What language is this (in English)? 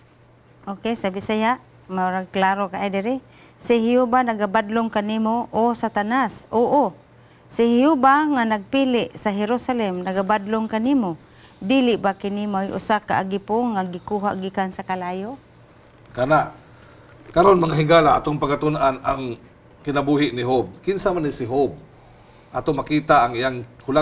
Cebuano